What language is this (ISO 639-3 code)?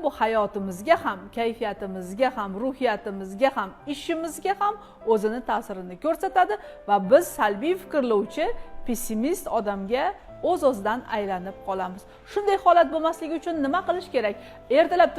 uzb